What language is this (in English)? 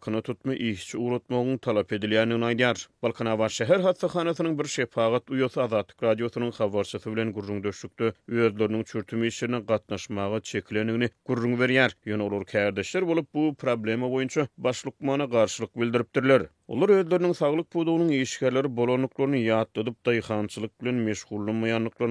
Turkmen